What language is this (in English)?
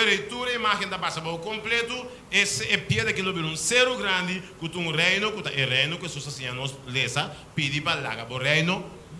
Papiamento